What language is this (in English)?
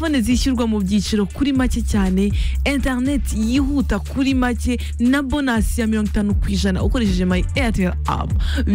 Kinyarwanda